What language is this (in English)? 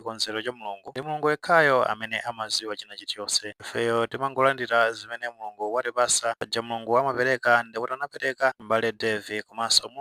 Nyanja